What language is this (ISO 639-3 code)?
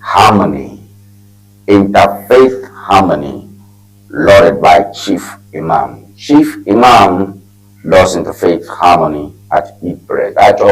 ewe